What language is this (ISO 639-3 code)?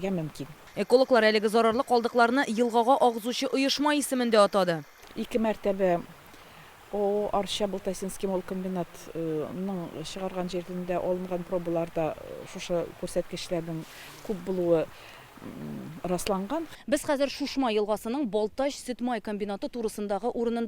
tat